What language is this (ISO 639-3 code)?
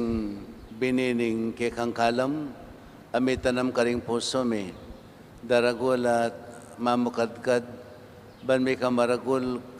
pam